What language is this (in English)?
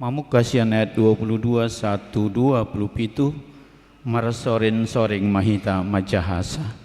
Batak Toba